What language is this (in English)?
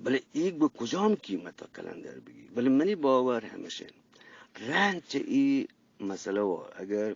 Eastern Balochi